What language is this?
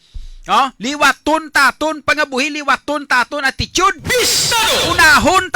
Hiligaynon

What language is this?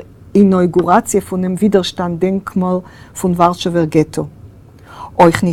Yiddish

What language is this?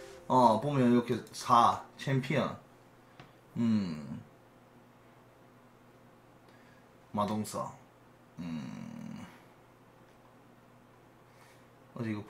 Korean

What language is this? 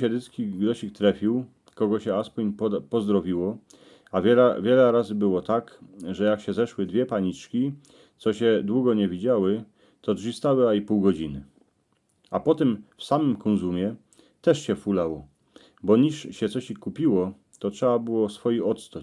Silesian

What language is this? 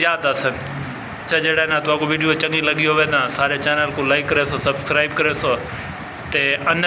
Saraiki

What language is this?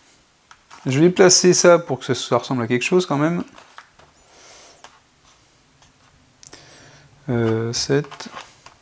French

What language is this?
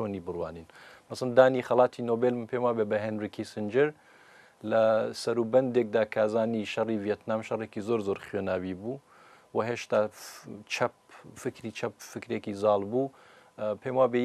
Kurdish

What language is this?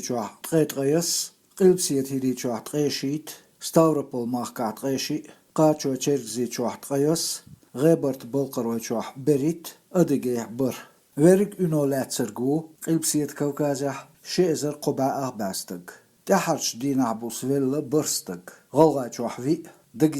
Chechen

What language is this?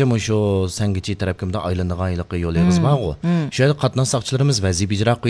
Uyghur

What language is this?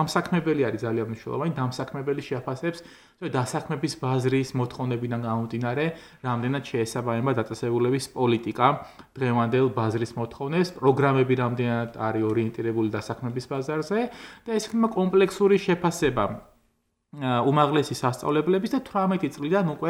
Georgian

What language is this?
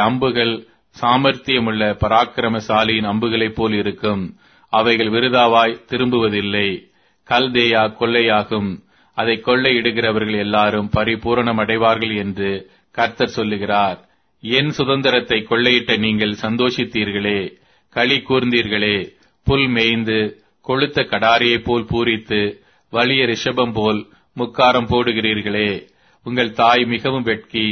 Tamil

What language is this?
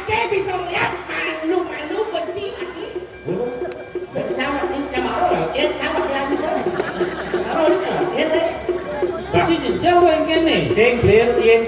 Balinese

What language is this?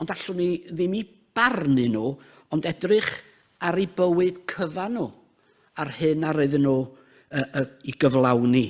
Welsh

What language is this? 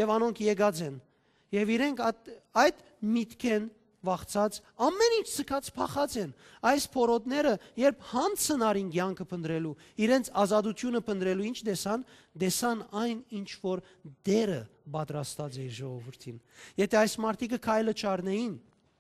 Western Armenian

